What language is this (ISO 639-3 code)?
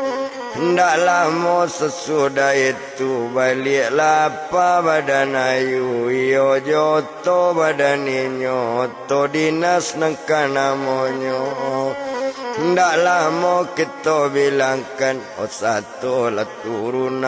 min